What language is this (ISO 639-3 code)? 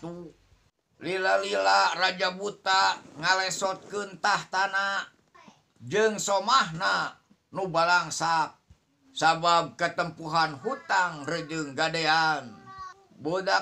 sun